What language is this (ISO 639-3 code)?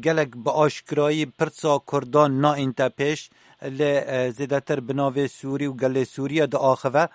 kur